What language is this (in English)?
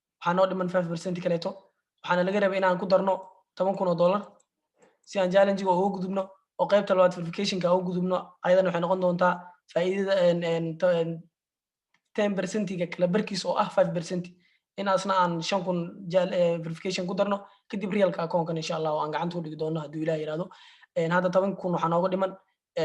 Somali